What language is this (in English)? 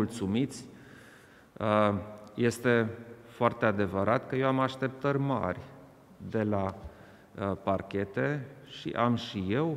Romanian